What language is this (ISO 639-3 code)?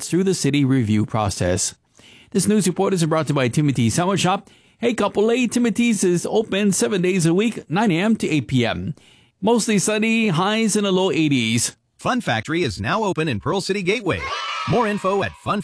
eng